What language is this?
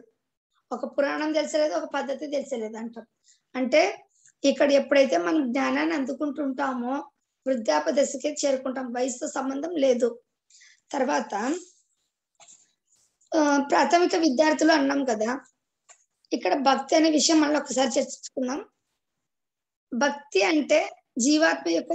Telugu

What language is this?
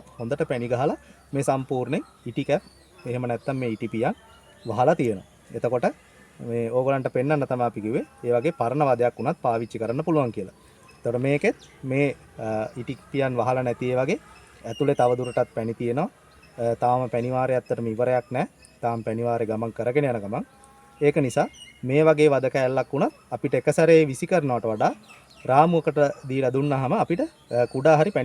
Sinhala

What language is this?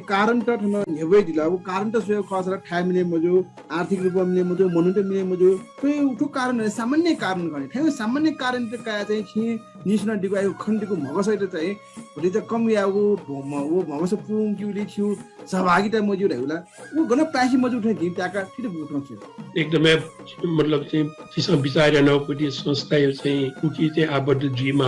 Newari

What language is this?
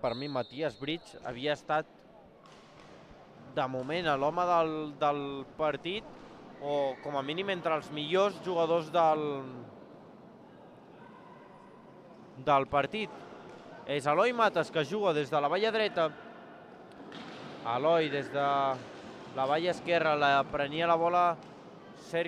Catalan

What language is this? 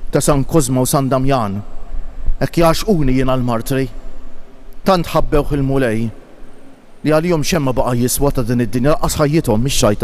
Maltese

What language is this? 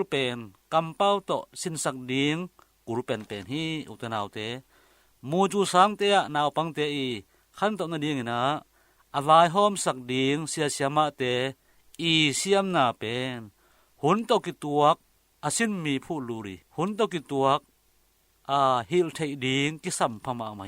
Tedim Chin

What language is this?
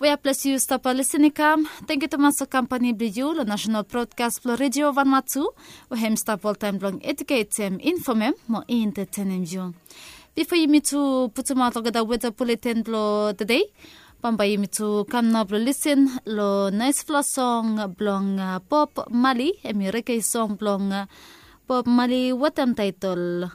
Bislama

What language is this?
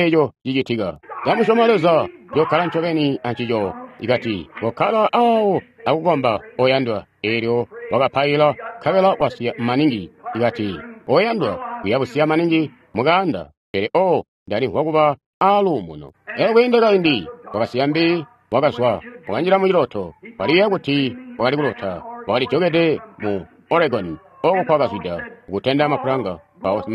Tonga (Zambia)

